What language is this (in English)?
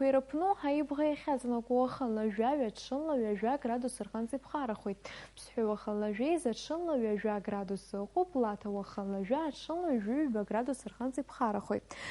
Abkhazian